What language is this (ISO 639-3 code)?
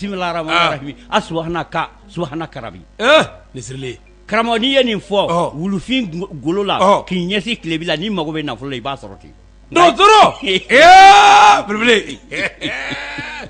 bam